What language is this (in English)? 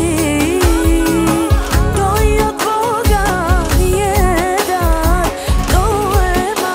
Bulgarian